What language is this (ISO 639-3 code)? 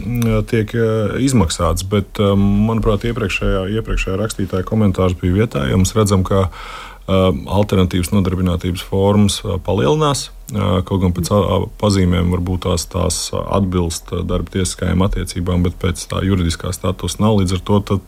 lav